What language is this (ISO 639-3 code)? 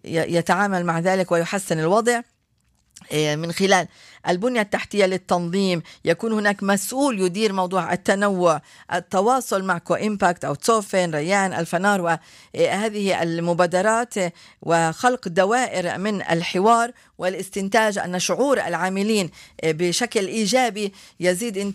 ara